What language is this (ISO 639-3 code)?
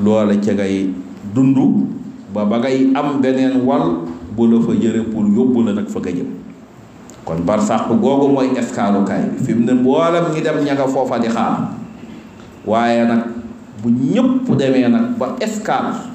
wol